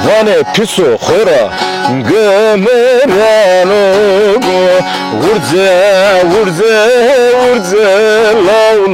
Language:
Zaza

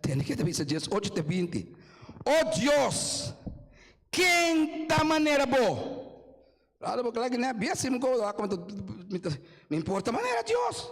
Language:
Papiamento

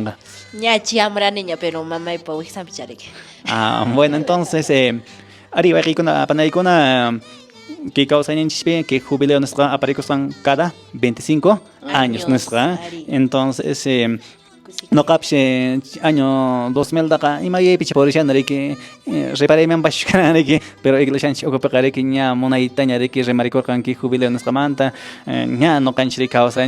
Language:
Quechua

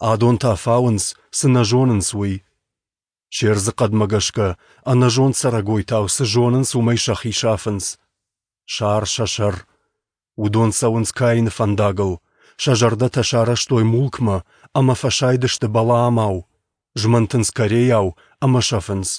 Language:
Ossetic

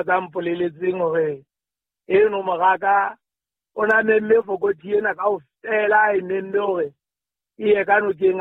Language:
Southern Sotho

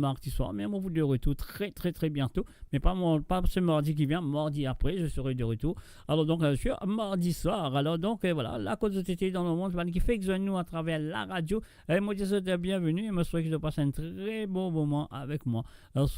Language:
Morisyen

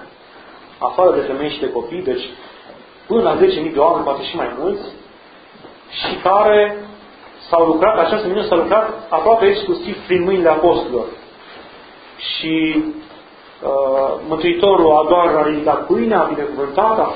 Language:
Romanian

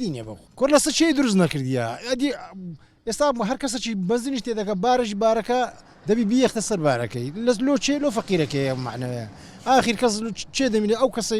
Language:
Central Kurdish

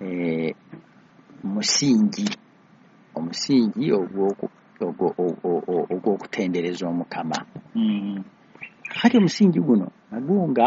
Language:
Ganda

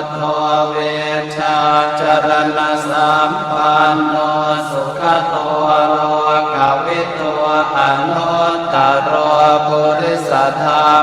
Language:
Pali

